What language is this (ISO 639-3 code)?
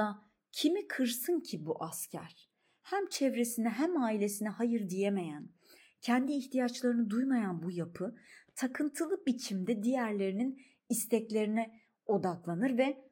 tur